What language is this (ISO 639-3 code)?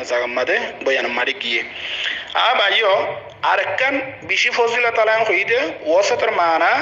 rhg